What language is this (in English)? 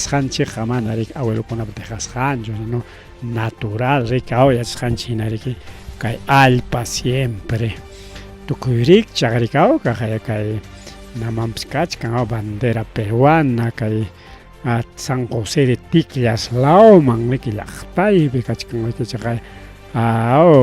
Ayacucho Quechua